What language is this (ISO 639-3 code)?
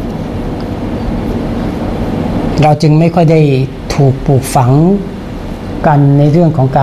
tha